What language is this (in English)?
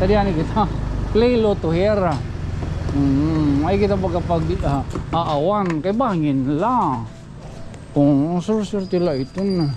Waray